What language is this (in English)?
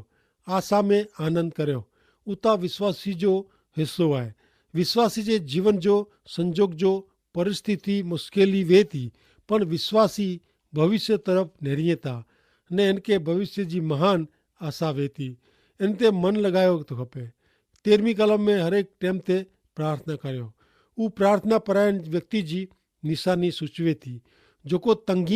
Kachhi